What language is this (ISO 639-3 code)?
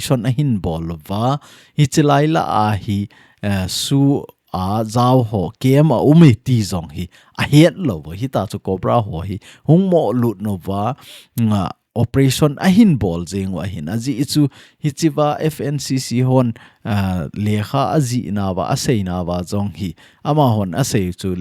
tcz